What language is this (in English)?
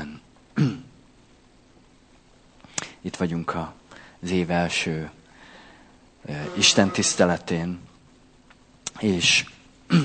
Hungarian